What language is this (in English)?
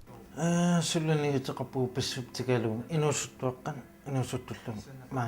Kalaallisut